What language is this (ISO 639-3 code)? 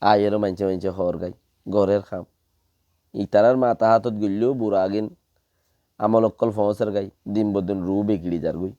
rhg